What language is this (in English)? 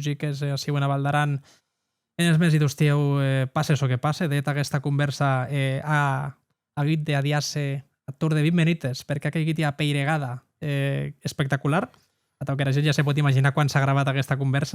Occitan